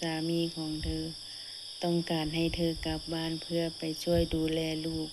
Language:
Lao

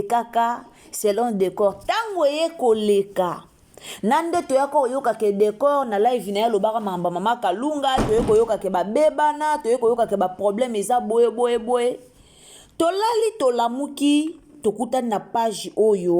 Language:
Lingala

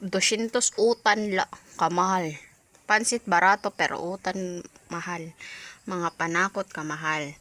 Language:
Waray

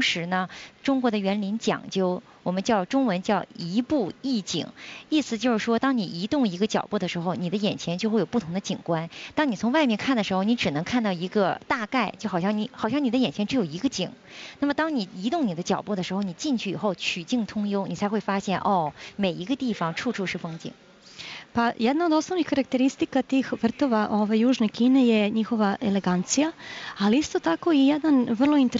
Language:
Serbian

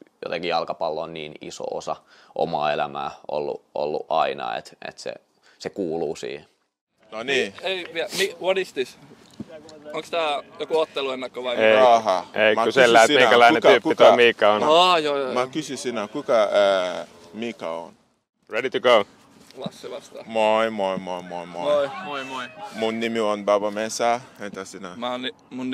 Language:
Finnish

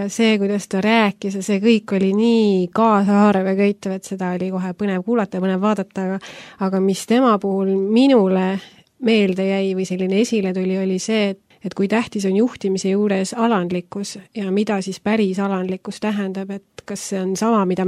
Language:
Estonian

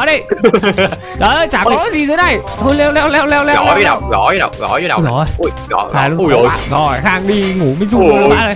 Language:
Vietnamese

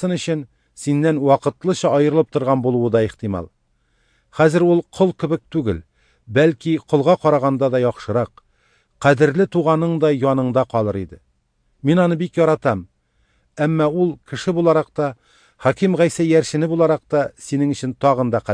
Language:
Tatar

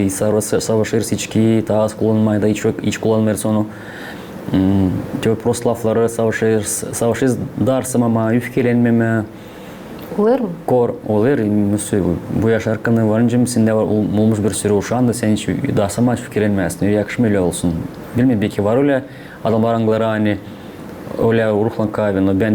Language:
Gagauz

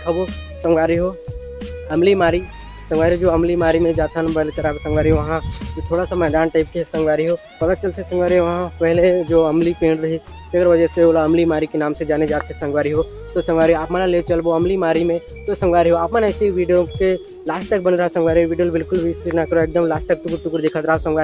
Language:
Chhattisgarhi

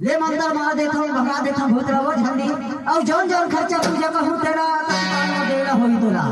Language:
Chhattisgarhi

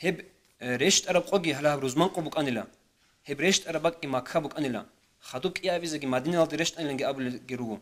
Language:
Avaric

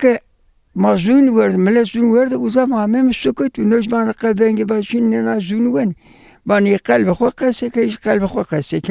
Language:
Zaza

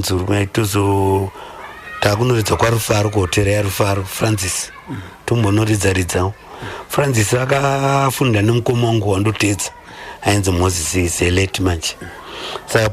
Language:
Shona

